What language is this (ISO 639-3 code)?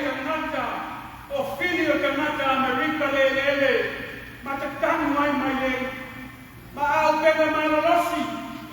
smo